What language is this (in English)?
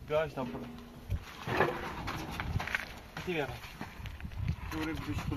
Persian